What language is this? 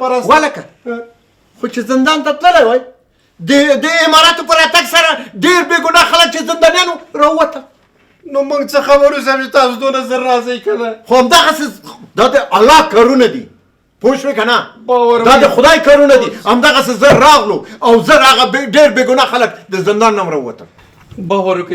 Pashto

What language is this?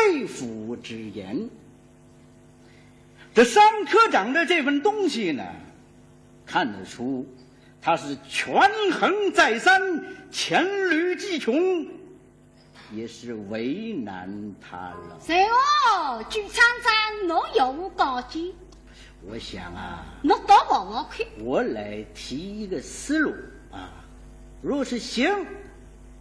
Wu Chinese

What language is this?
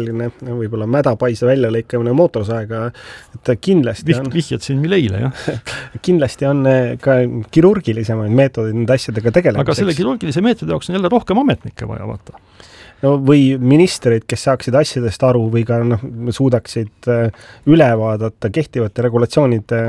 Estonian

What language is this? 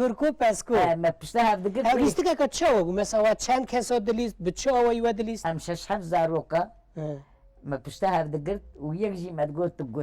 Kurdish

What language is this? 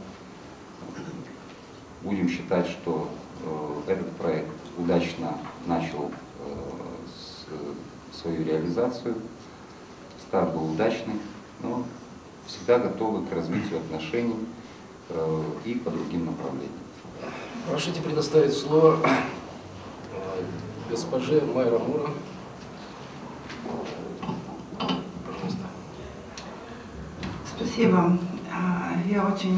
Russian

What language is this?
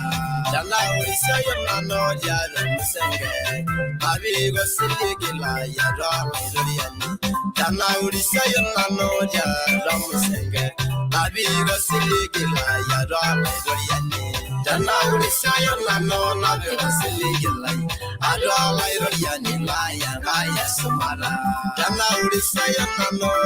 Masai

